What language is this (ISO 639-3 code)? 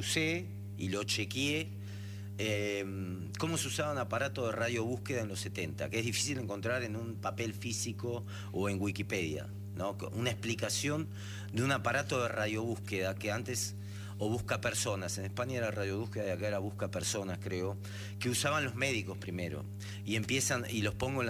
spa